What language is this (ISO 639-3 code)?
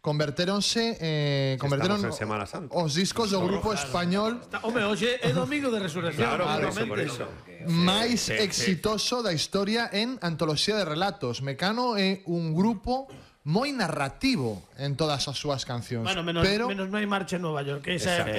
glg